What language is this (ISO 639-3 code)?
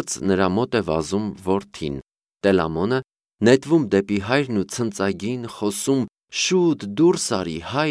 hye